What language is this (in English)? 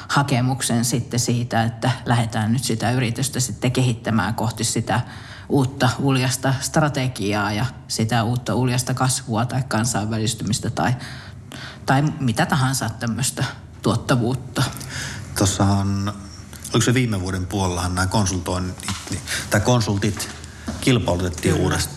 Finnish